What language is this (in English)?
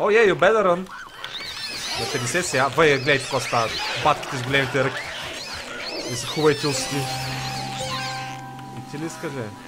Bulgarian